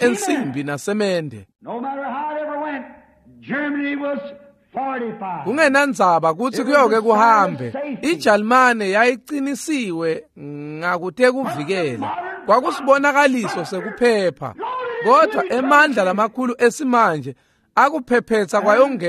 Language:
Swati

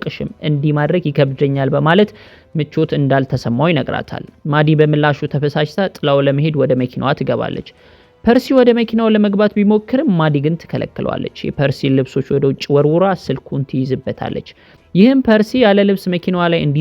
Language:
Amharic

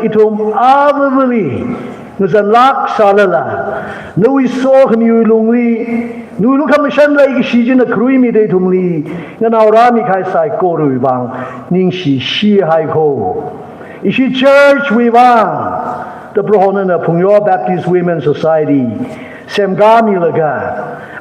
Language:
Tangkhul Naga (India)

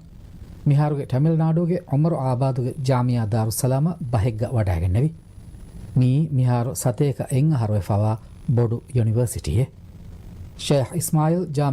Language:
Divehi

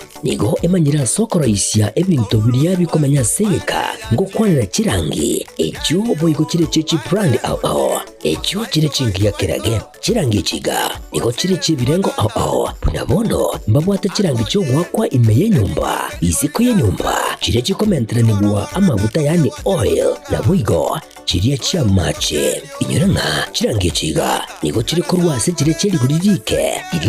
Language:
Gusii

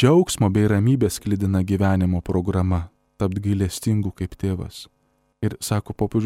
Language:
Lithuanian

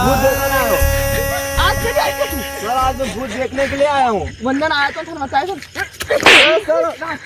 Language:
Rajasthani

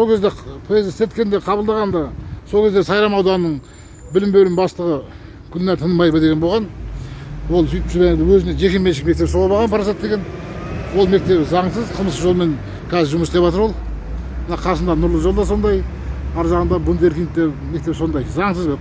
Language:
Kazakh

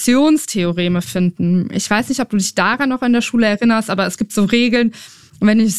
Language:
German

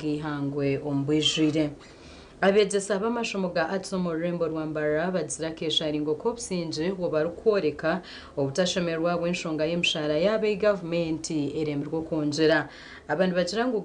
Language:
Nyankole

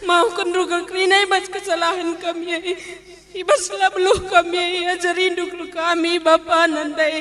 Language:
Batak Karo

